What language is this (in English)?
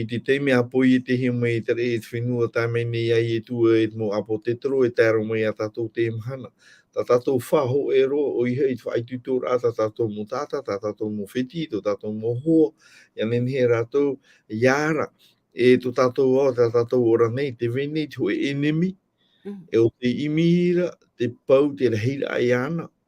Tahitian